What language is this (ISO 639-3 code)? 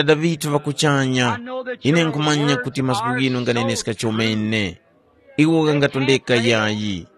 tum